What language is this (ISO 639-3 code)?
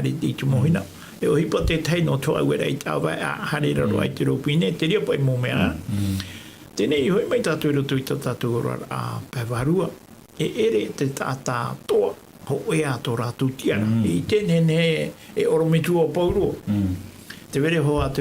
tah